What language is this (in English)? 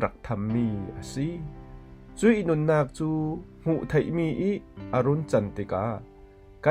Falam Chin